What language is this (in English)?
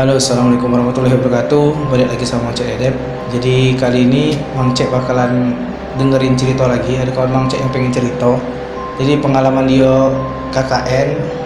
Musi